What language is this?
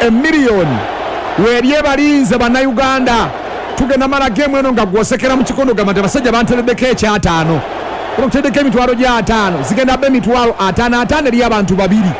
Ganda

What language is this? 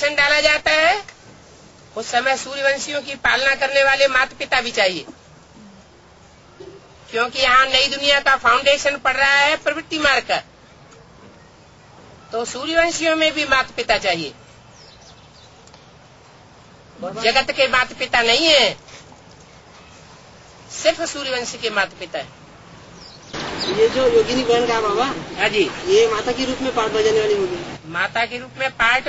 Hindi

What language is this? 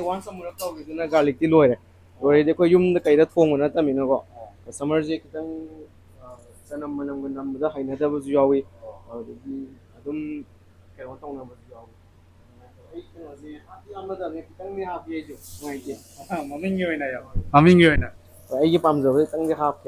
Manipuri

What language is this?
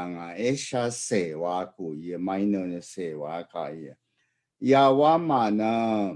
Rawang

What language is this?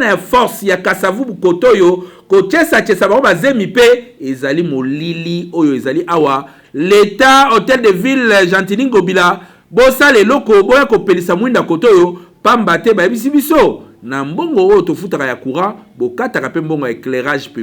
Lingala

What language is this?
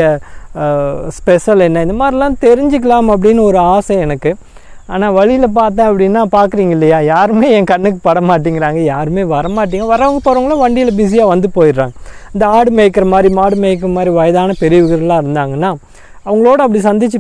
Tamil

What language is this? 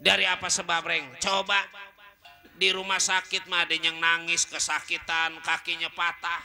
Betawi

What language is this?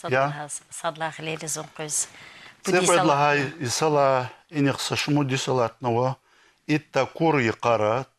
Lezghian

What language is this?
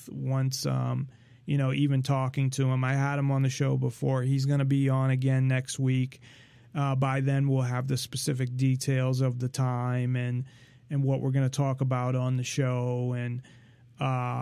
English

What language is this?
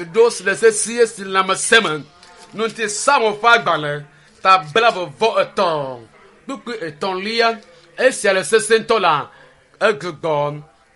Ewe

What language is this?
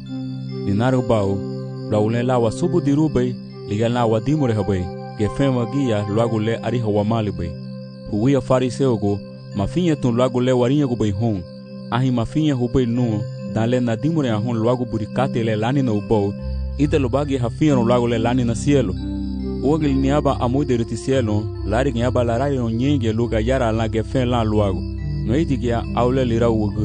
Garifuna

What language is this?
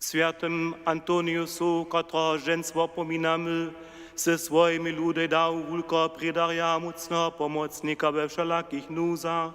Upper Sorbian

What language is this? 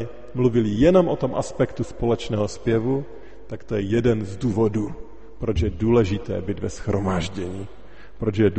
Czech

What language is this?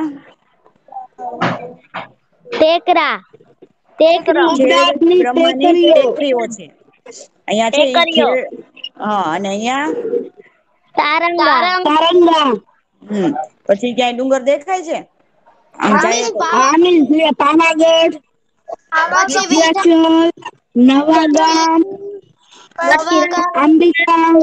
Gujarati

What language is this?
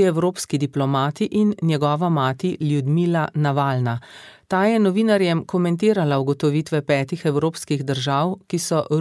Slovenian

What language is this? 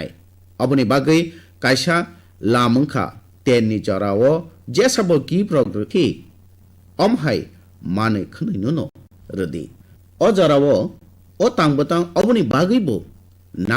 Kok Borok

